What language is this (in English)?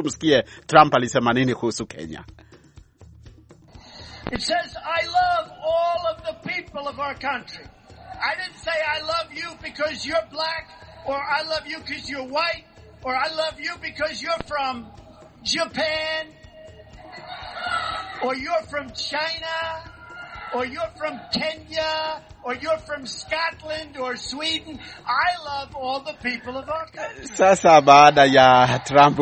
Swahili